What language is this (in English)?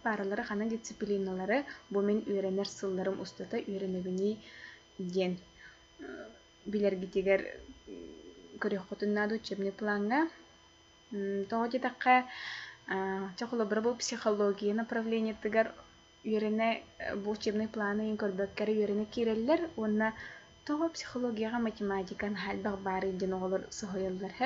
Yakut